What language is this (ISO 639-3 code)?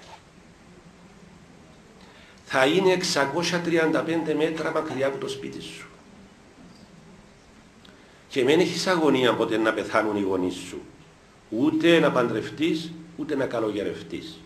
ell